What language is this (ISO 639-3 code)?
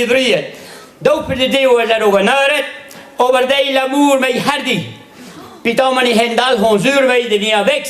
bre